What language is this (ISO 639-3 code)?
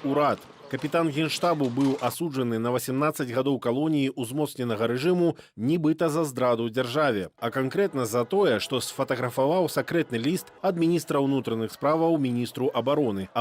bel